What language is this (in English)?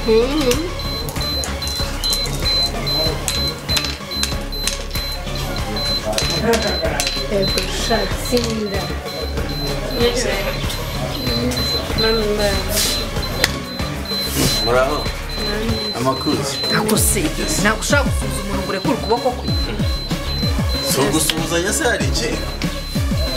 Kinyarwanda